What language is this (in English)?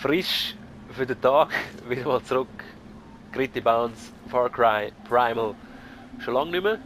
Swiss German